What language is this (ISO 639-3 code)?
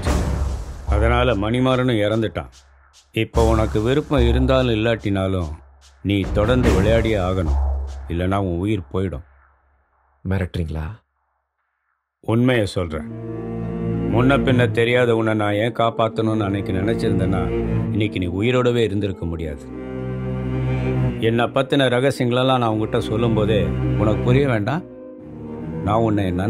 tam